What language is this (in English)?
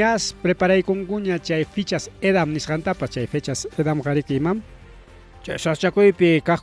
Ayacucho Quechua